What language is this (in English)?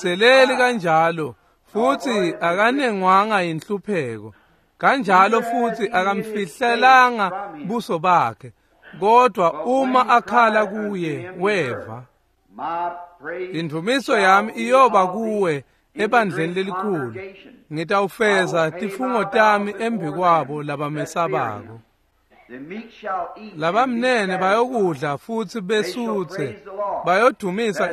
Swati